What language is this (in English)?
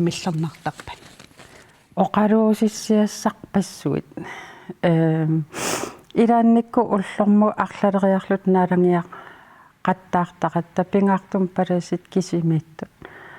Kalaallisut